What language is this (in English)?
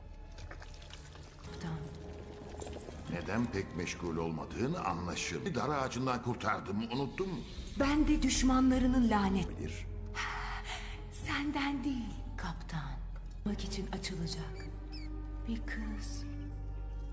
Turkish